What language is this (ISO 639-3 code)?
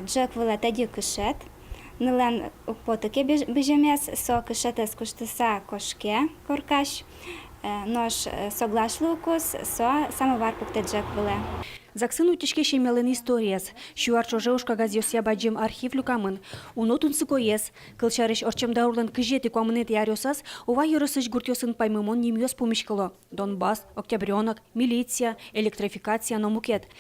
udm